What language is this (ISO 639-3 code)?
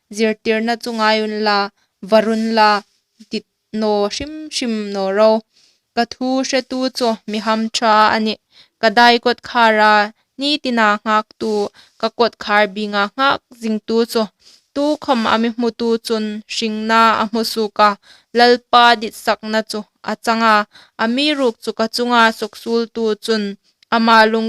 hmr